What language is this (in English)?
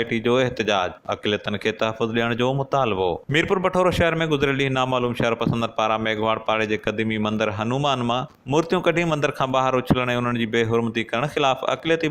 Sindhi